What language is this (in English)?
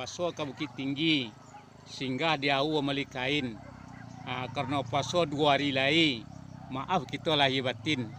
Minangkabau